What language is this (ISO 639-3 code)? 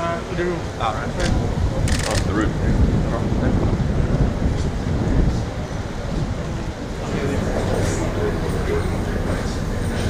ind